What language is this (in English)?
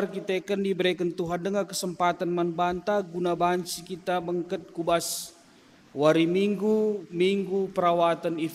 Batak Karo